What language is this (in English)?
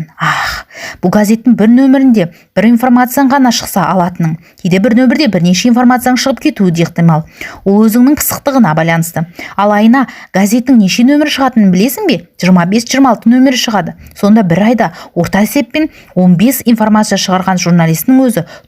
Kazakh